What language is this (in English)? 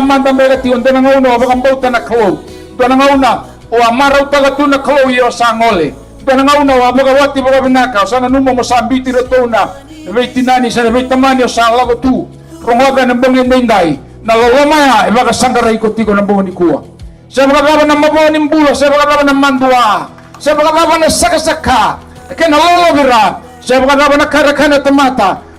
Fijian